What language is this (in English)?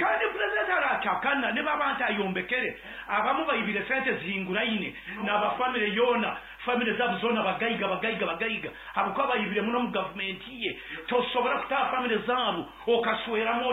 Nyankole